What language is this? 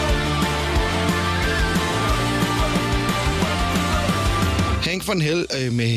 Danish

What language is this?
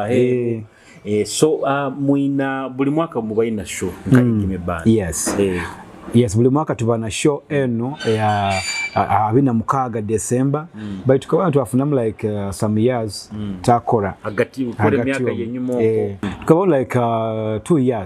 Nyoro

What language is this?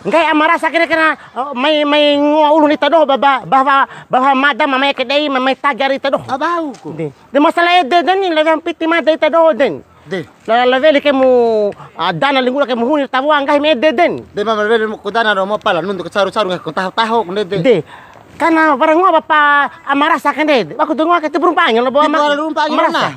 Bima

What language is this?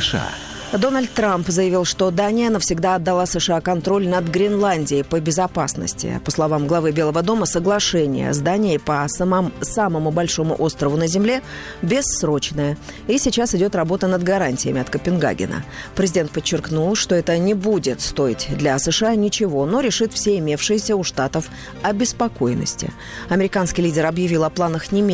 Russian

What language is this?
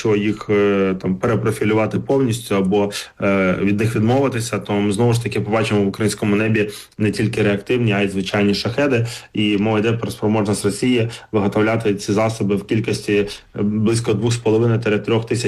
Ukrainian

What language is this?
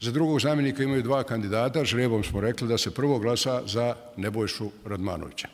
Bosnian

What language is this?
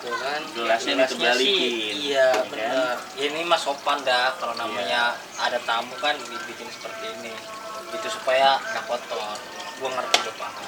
Betawi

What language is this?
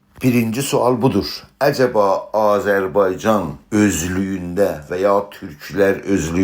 South Azerbaijani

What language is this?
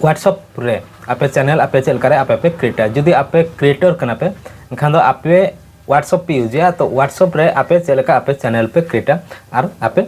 Santali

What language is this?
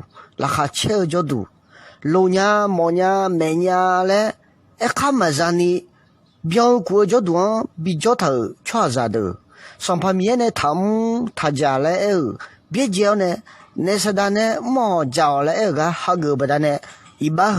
Akha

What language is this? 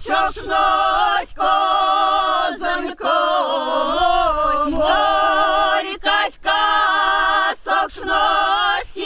Erzya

